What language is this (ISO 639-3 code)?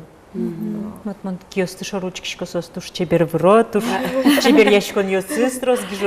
udm